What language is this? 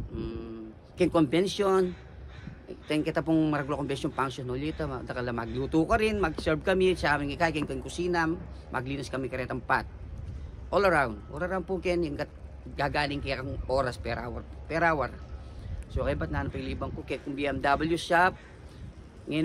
Pampanga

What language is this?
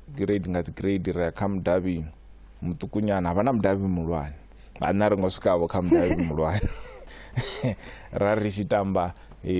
Venda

